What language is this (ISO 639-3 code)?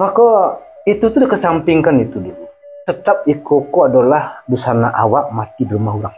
min